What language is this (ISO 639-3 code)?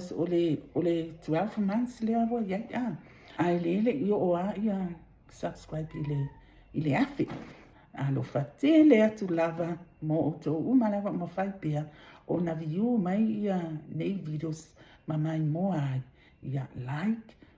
smo